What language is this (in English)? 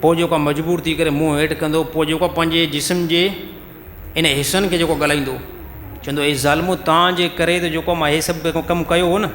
Sindhi